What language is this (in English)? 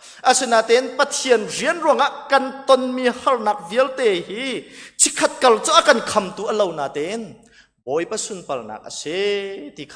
Hakha Chin